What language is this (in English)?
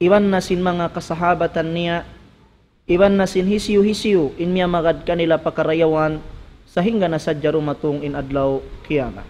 Tausug